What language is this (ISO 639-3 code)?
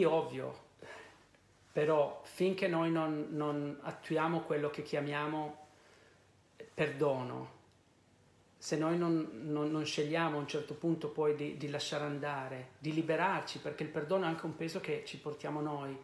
ita